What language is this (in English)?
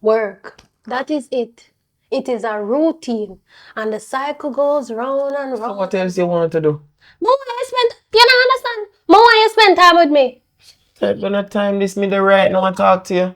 Jamaican Creole English